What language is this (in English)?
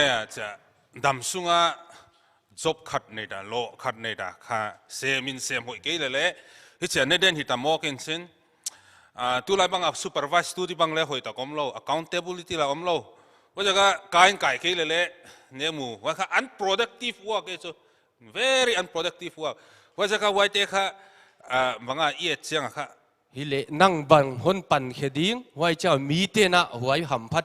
Paite Chin